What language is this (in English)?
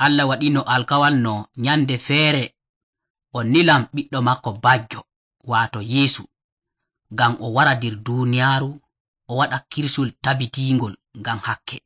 Nigerian Fulfulde